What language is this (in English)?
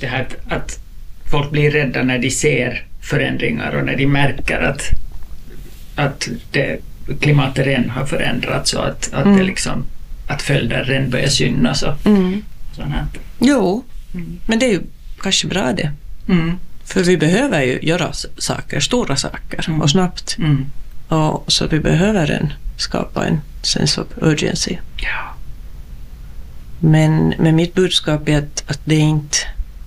Swedish